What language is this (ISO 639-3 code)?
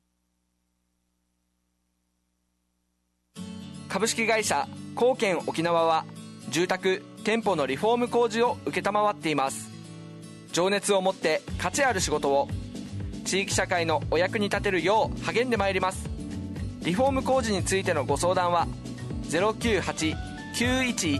jpn